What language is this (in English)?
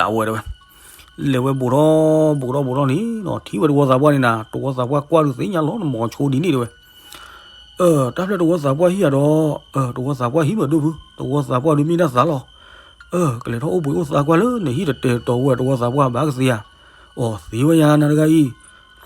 S'gaw Karen